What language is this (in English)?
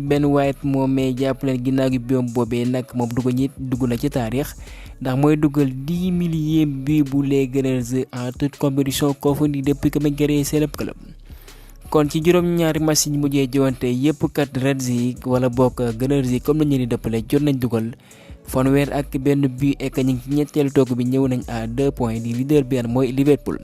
Wolof